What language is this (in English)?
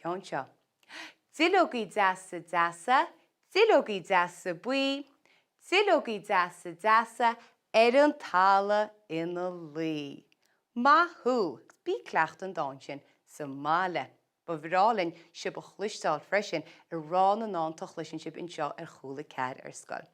Irish